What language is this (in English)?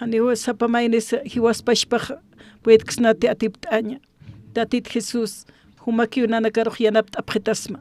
Aymara